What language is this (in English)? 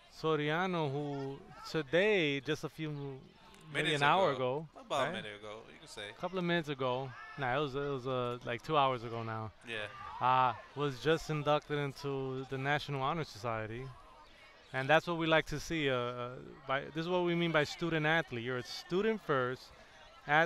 English